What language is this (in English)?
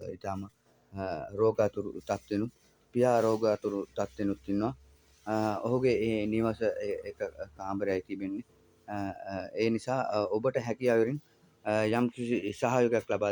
Sinhala